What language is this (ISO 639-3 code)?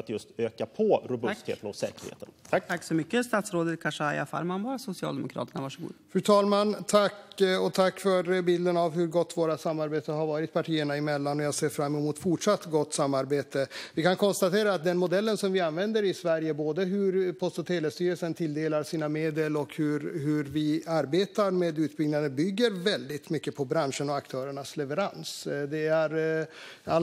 swe